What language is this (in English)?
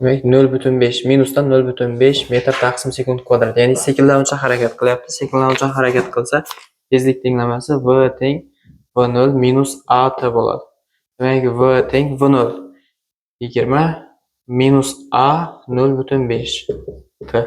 Uzbek